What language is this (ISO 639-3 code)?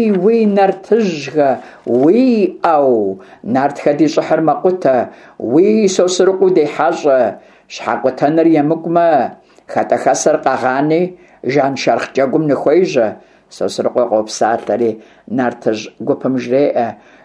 kbd